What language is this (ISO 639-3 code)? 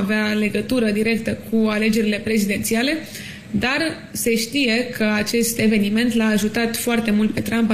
ron